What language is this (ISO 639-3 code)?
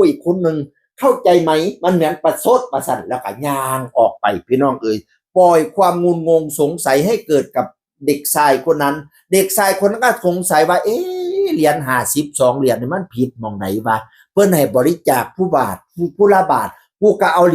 tts